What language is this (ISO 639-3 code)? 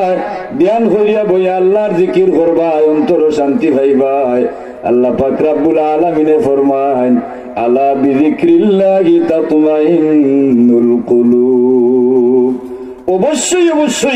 syl